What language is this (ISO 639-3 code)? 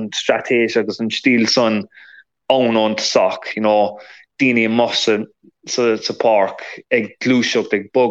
gle